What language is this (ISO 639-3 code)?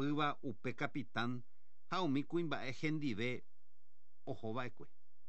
grn